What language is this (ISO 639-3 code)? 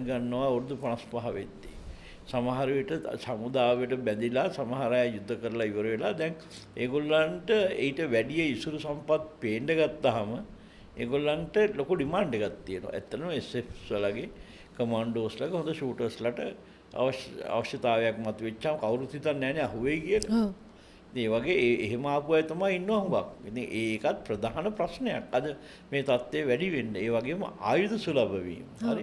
sin